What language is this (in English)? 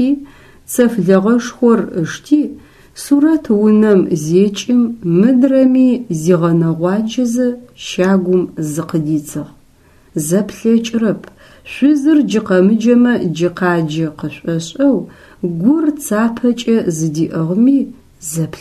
Adyghe